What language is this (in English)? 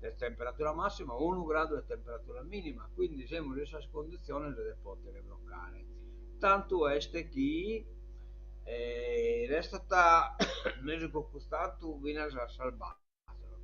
Sardinian